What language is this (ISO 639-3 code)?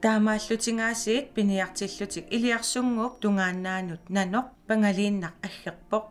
kal